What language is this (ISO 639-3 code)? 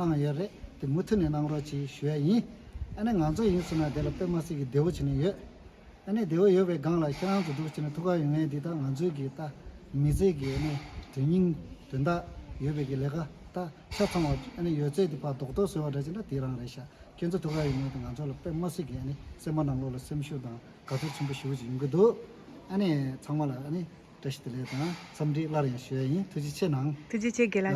bod